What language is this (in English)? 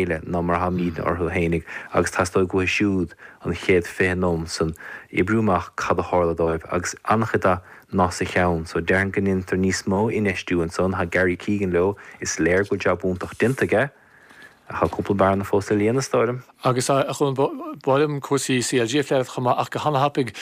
Irish